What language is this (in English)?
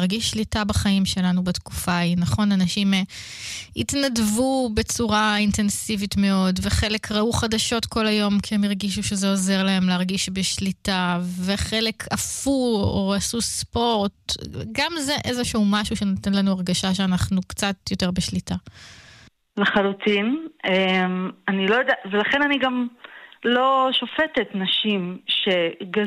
Hebrew